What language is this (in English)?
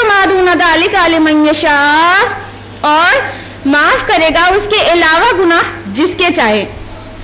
Urdu